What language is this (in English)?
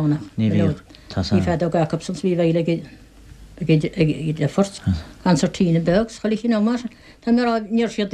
Irish